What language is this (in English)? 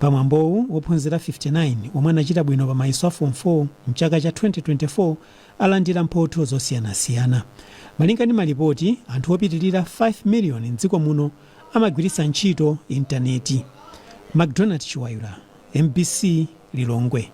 Nyanja